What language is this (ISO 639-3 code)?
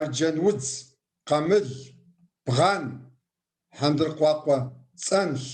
kbd